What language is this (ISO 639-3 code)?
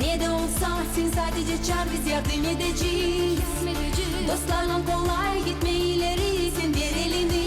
gag